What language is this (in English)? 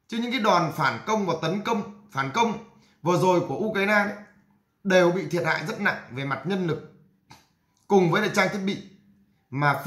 Vietnamese